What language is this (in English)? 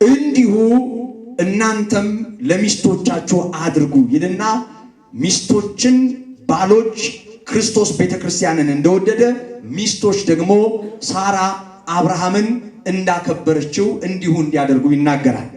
Amharic